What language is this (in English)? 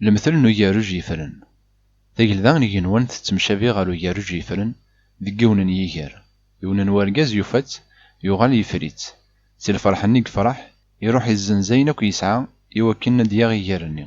Kabyle